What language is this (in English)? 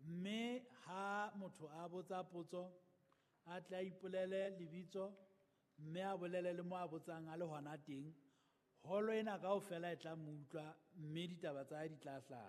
Southern Sotho